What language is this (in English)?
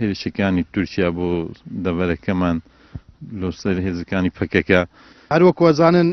Central Kurdish